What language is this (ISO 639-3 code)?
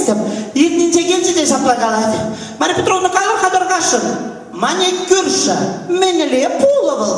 chv